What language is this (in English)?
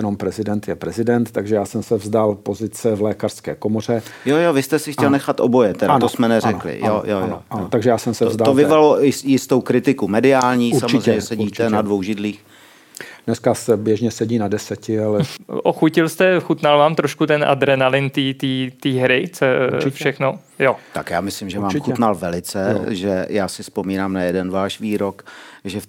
Czech